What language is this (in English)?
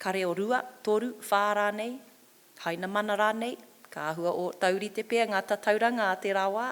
Māori